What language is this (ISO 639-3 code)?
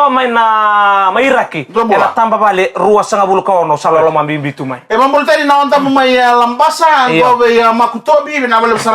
fij